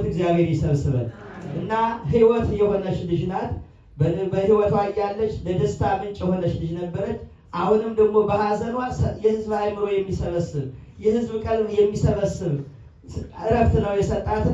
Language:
Amharic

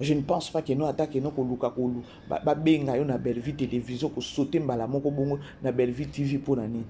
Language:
Lingala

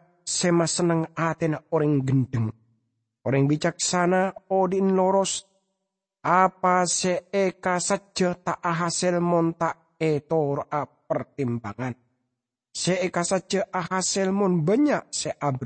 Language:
Madurese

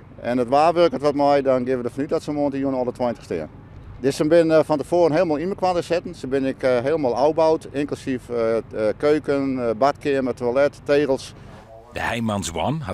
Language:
Western Frisian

